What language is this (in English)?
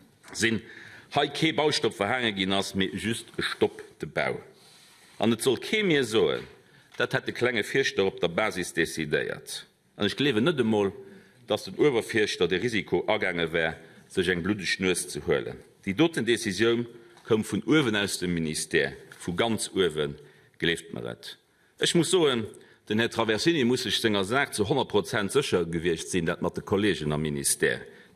Luxembourgish